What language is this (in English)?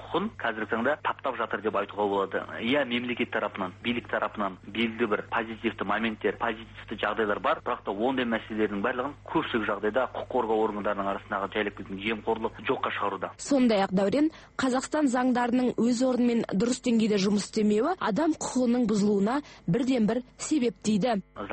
Kazakh